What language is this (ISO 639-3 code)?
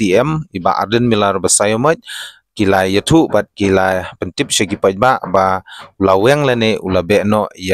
kha